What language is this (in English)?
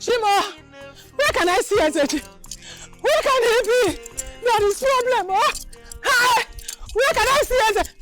Nigerian Pidgin